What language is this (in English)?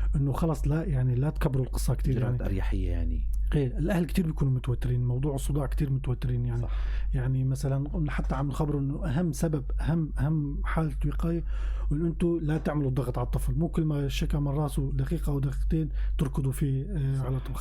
North Levantine Arabic